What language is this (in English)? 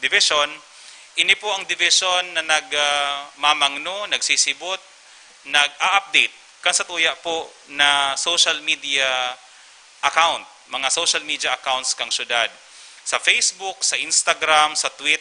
Bikol